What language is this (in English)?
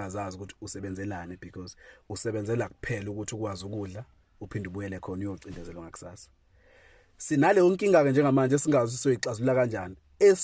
Zulu